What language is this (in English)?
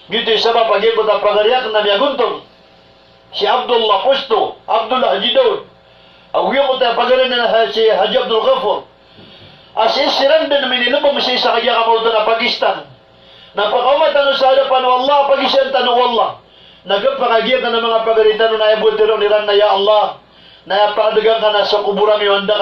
Maranao